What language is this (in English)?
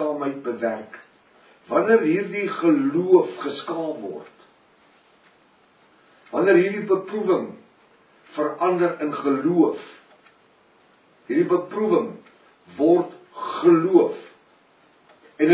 Afrikaans